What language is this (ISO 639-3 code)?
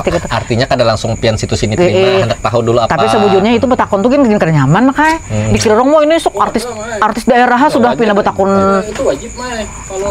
bjn